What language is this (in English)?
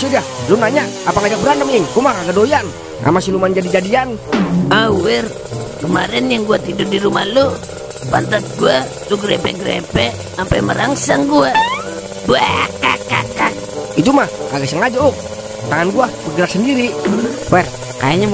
Betawi